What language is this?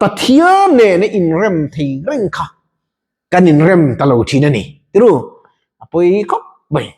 Mizo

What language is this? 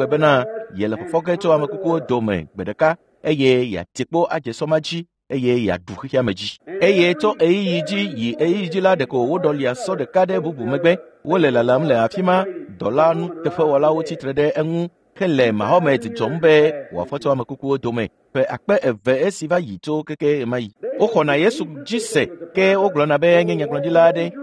Ewe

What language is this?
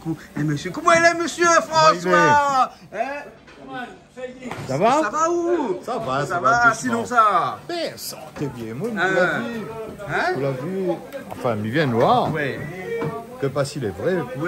Réunion Creole French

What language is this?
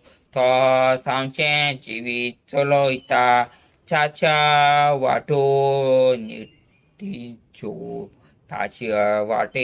Konkani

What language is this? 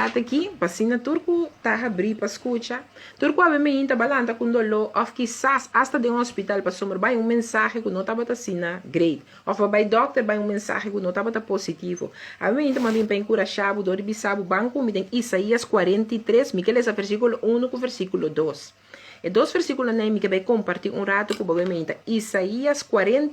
Papiamento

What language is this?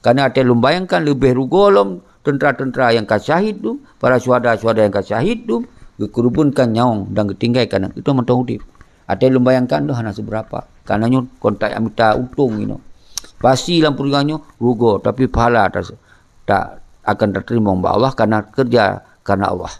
Achinese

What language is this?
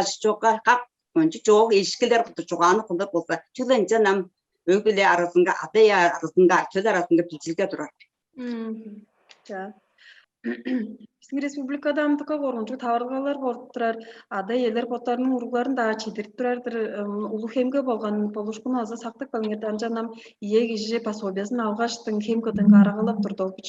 Tuvinian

